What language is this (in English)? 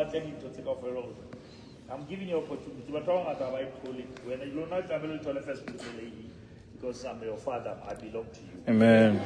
Southern Sotho